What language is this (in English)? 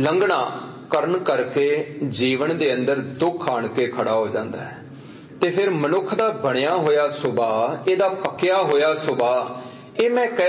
Punjabi